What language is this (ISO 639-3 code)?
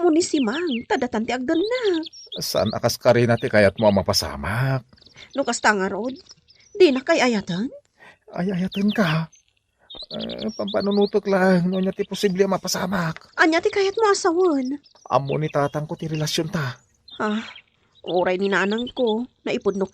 ilo